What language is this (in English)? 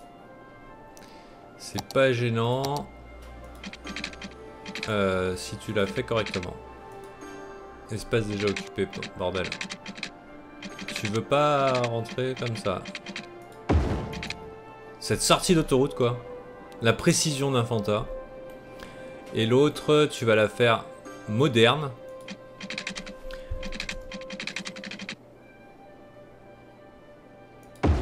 French